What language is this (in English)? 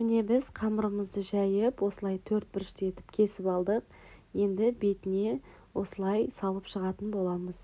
Kazakh